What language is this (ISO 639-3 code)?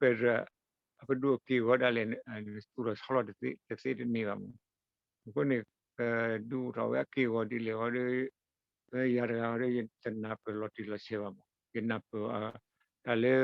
ksw